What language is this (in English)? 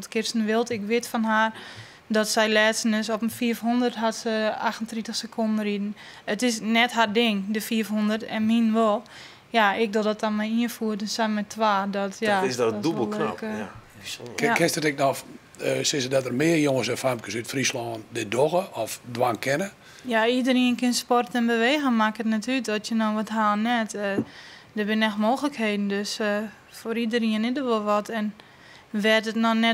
Western Frisian